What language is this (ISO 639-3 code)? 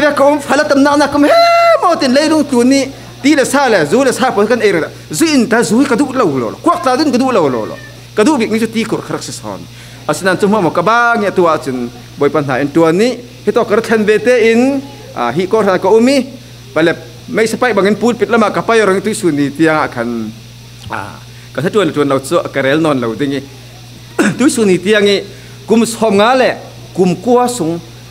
cfm